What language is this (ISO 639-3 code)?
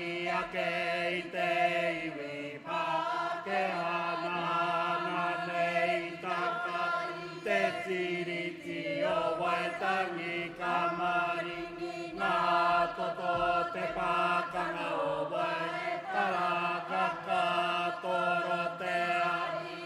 mri